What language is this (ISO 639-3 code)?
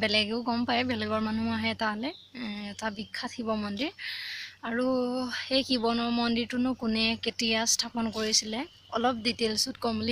asm